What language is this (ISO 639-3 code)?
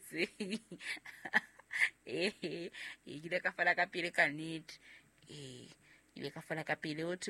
sot